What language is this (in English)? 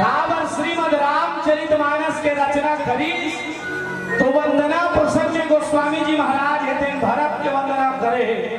Chhattisgarhi